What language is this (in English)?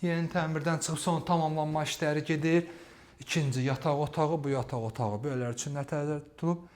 Azerbaijani